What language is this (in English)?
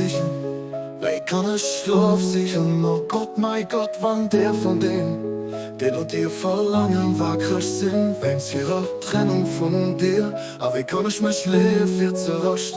Luxembourgish